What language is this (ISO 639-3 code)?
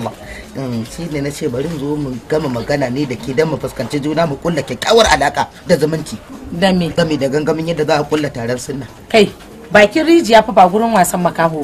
hau